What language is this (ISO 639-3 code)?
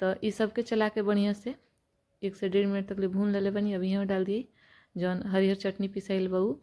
bho